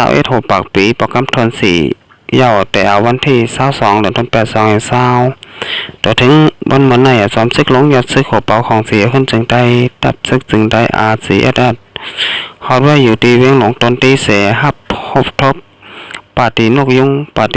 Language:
Shan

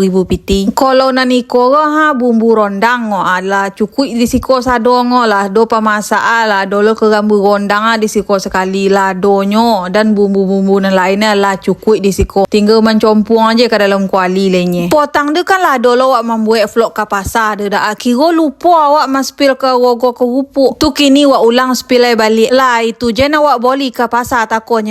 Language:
Minangkabau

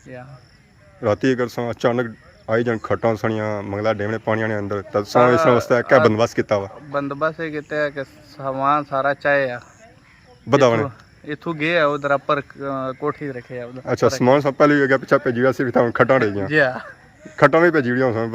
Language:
Pahari-Potwari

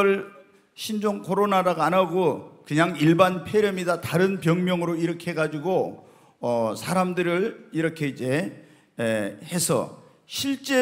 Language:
Korean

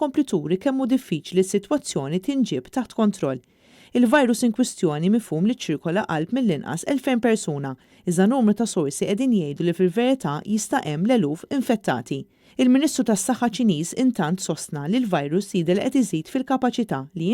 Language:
Maltese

